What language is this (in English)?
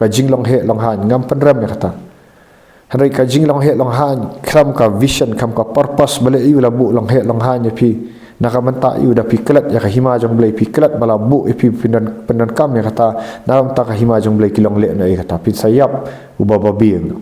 Khasi